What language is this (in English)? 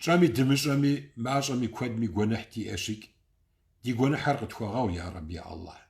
Kabardian